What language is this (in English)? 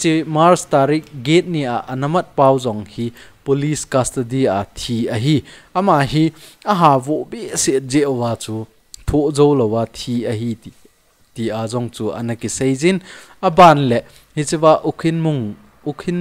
Thado Chin